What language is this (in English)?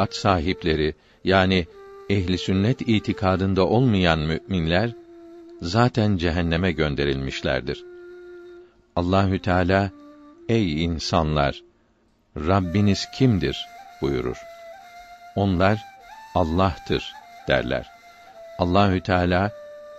Turkish